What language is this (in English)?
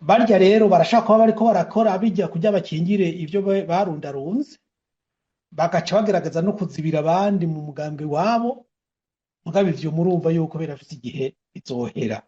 Rundi